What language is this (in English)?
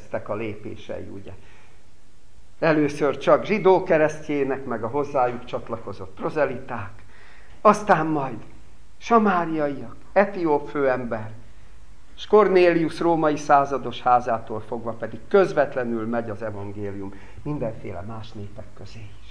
Hungarian